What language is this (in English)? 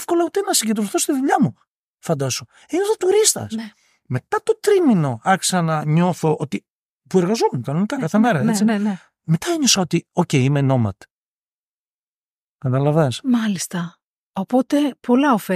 Greek